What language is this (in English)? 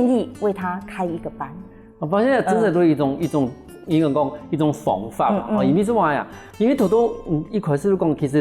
Hakka Chinese